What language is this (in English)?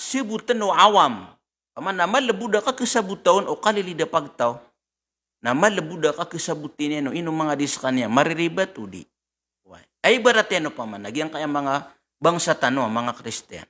Maranao